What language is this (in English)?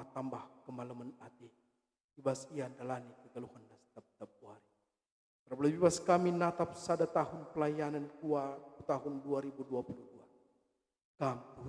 Batak Karo